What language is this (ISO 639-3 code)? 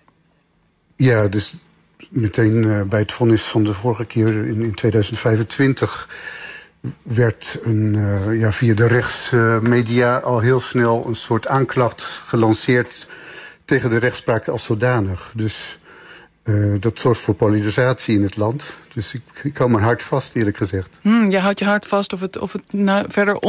nld